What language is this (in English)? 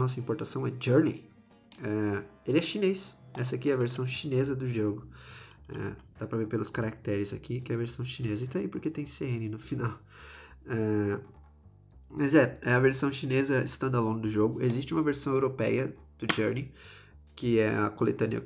Portuguese